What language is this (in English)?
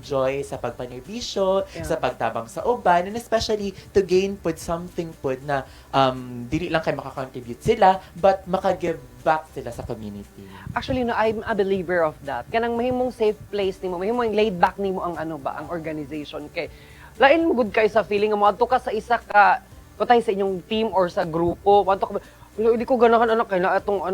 Cebuano